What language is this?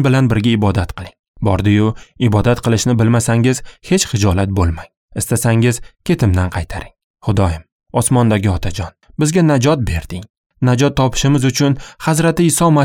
Uzbek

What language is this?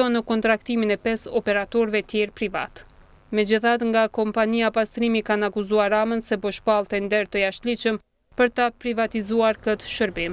Albanian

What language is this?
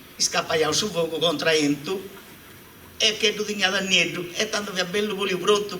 Sardinian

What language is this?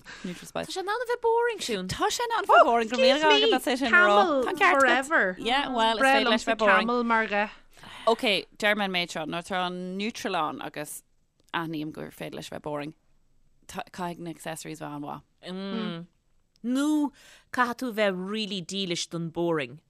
Irish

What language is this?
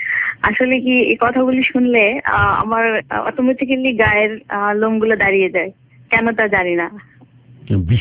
Bangla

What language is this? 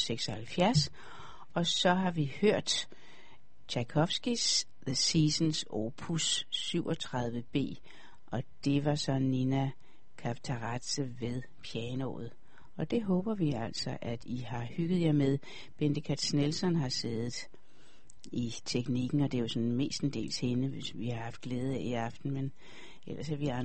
Danish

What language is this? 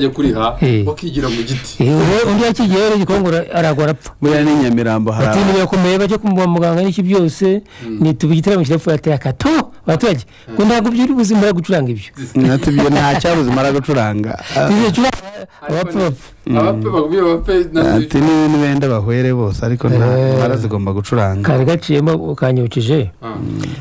Kinyarwanda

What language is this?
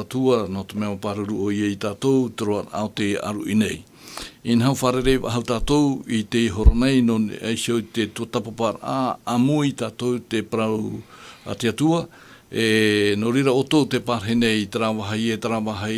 Tahitian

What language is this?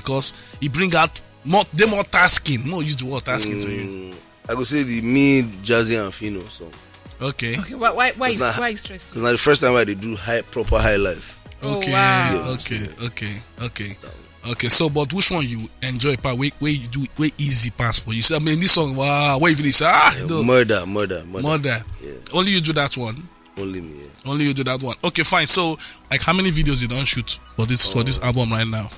Nigerian Pidgin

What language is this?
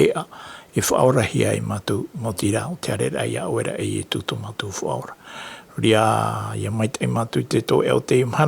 Tahitian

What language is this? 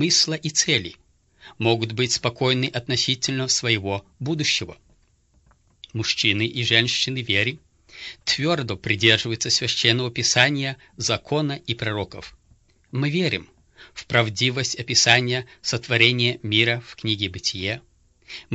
Russian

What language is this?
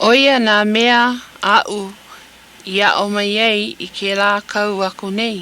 Hawaiian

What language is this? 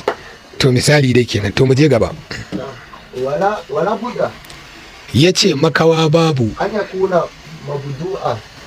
Hausa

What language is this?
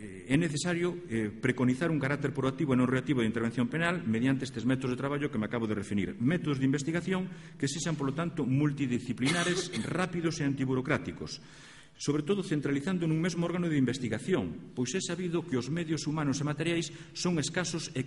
Galician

